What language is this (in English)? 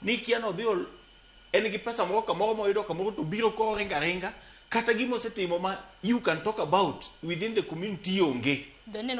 Luo (Kenya and Tanzania)